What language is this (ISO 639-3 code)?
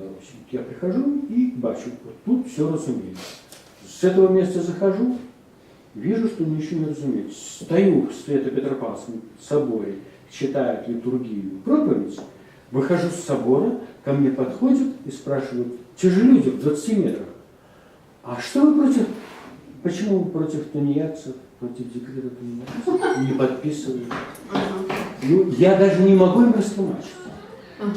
bel